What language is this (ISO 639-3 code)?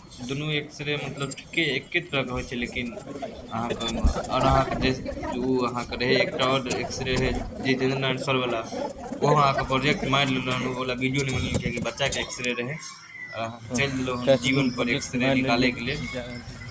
mai